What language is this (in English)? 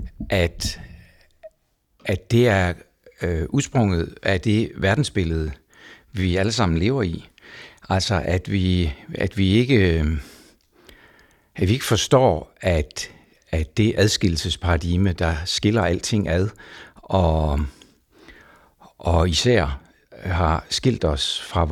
Danish